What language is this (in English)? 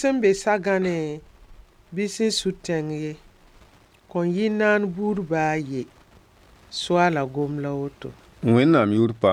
Mossi